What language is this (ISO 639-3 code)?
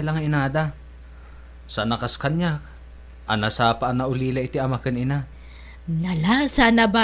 ilo